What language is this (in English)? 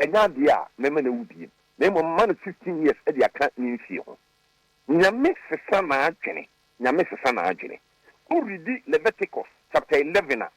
Akan